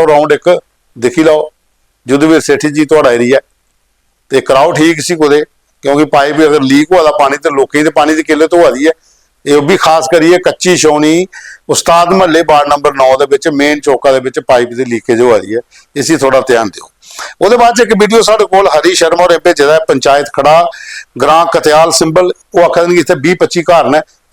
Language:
Dogri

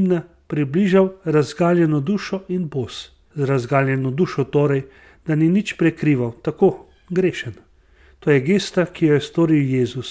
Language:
Slovenian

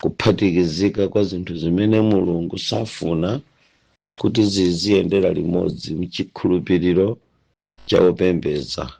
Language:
Nyanja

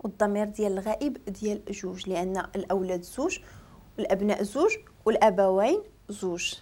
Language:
Moroccan Arabic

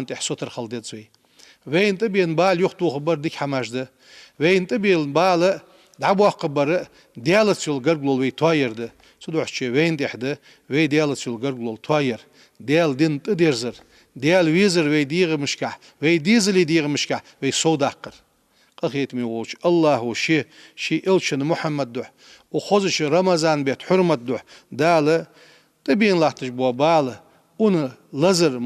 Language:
Ingush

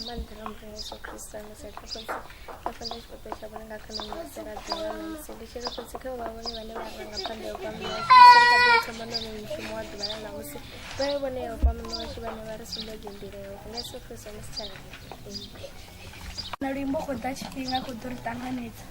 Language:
Venda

